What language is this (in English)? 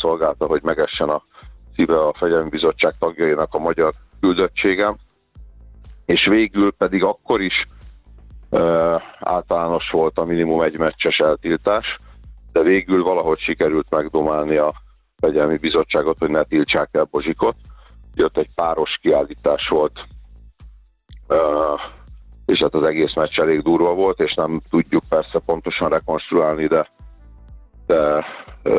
Hungarian